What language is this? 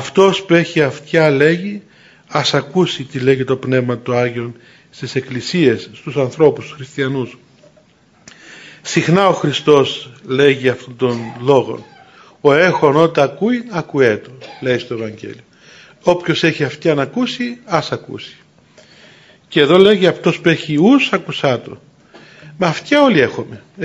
Greek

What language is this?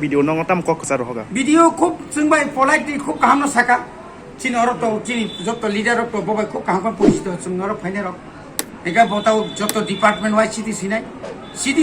Kok Borok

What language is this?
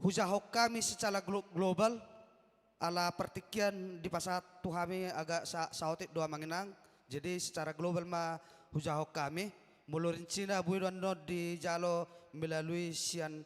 Batak Toba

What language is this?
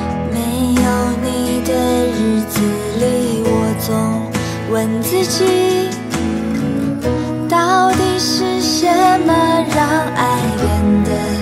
Chinese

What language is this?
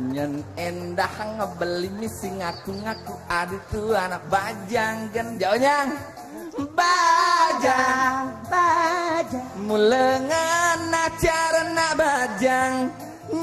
Balinese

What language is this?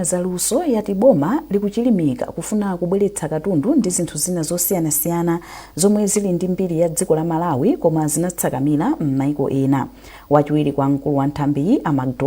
Nyanja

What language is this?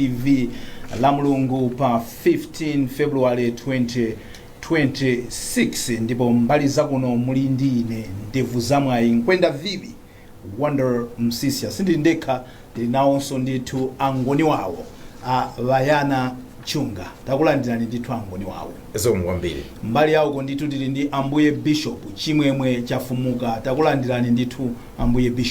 Nyanja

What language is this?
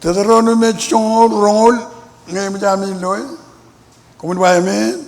Marshallese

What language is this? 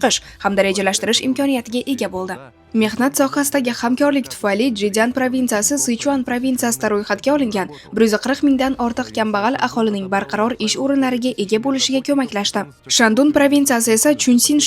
Uzbek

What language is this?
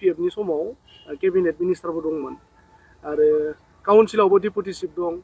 Bodo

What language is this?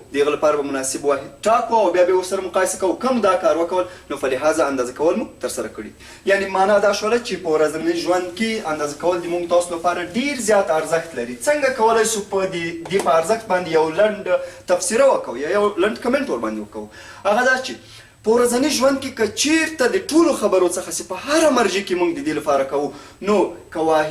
Pashto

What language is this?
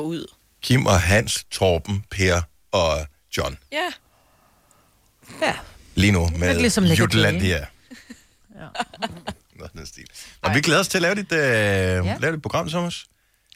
Danish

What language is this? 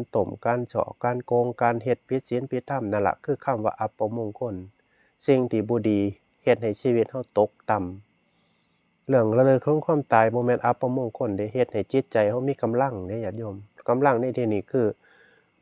Northeastern Thai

